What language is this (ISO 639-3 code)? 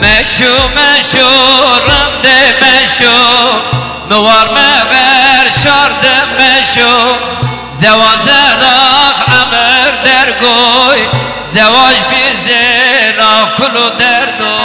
zza